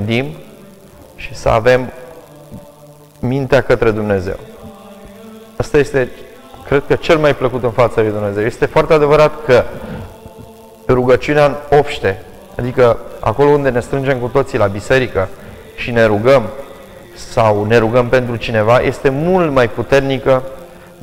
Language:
Romanian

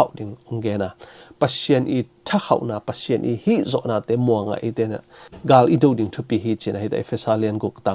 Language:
Tedim Chin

